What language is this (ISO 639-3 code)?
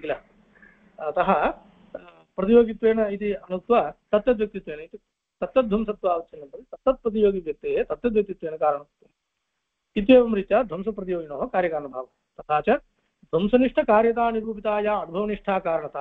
san